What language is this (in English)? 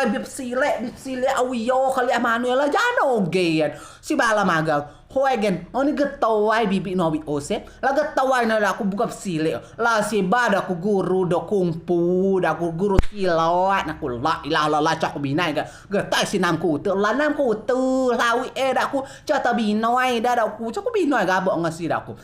Rejang